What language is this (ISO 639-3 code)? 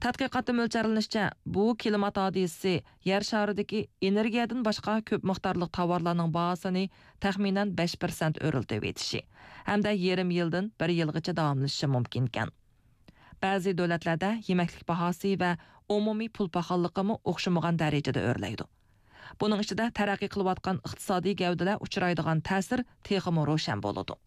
uig